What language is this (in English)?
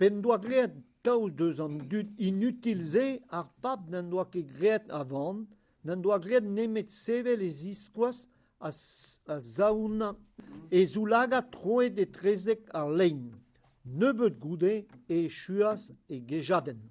Breton